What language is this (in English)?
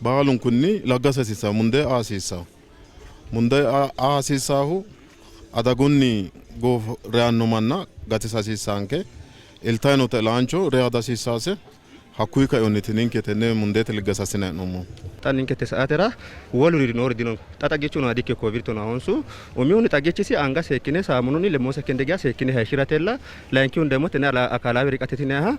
Sidamo